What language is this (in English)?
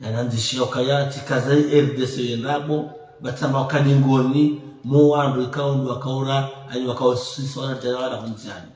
Ngazidja Comorian